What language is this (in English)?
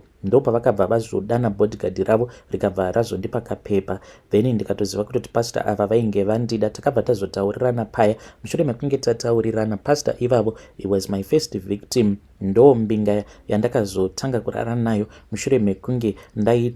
Shona